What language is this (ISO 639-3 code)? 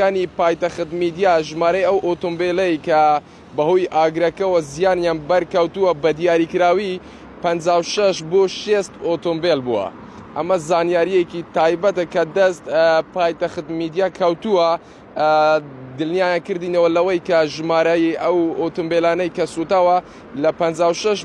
ckb